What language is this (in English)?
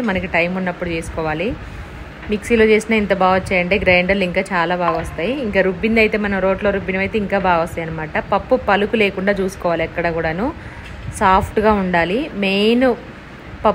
Telugu